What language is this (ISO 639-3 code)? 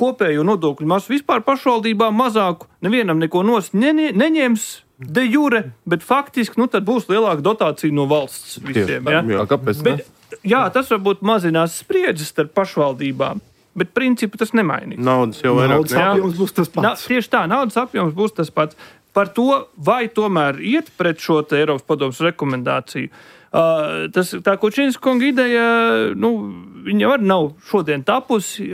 lav